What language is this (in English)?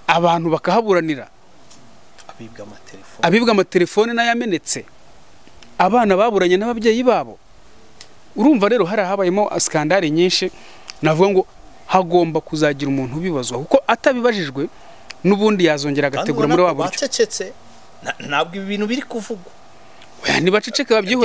Kinyarwanda